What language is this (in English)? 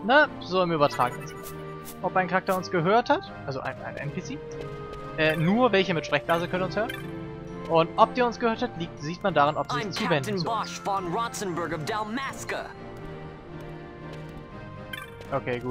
German